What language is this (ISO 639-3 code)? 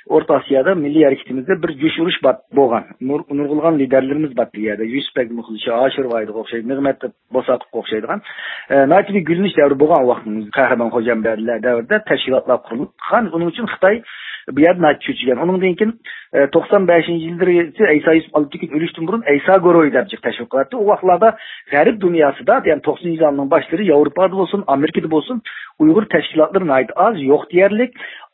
uig